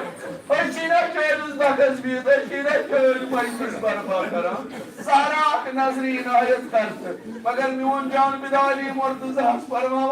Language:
Kashmiri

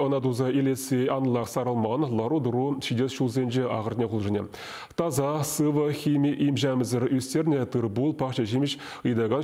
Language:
Chuvash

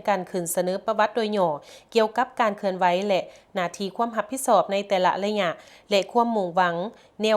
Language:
Lao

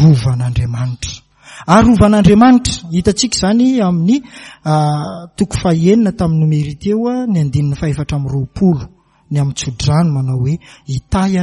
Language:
Malagasy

